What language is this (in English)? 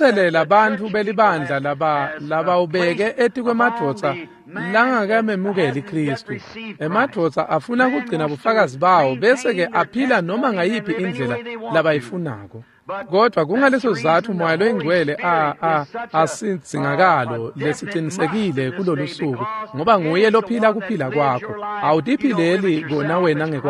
Swati